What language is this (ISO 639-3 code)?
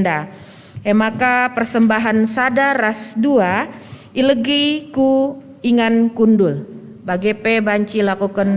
btx